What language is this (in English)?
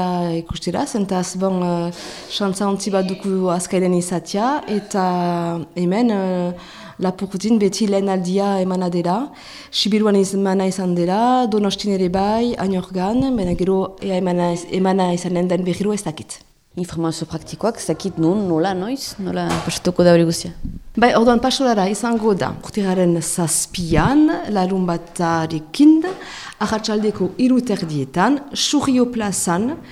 Basque